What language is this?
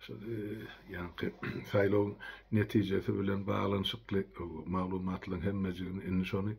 Turkmen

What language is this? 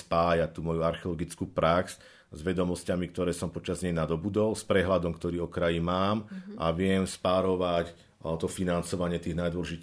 Slovak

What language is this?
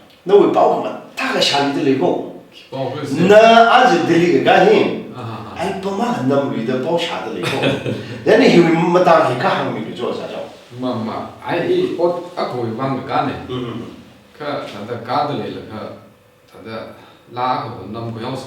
Tangkhul Naga (India)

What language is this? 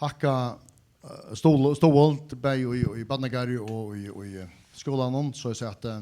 Faroese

